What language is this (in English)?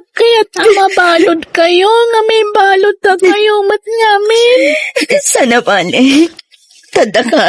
Iloko